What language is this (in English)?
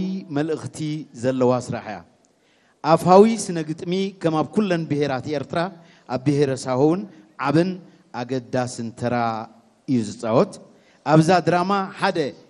Tigrinya